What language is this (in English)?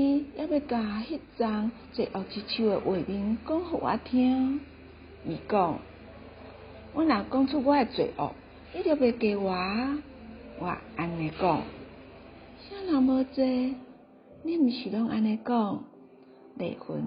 Min Nan Chinese